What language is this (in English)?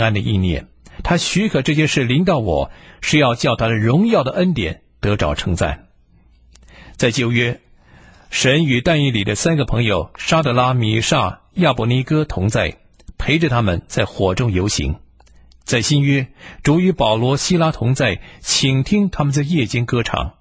Chinese